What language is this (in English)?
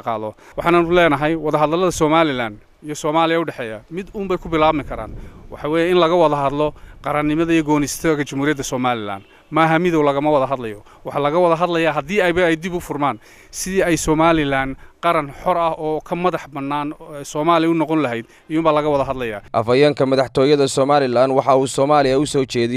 Somali